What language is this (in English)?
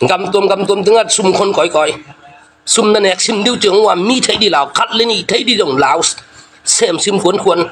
Tedim Chin